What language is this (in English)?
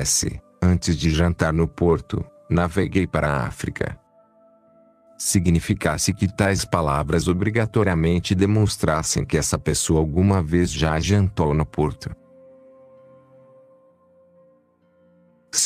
Portuguese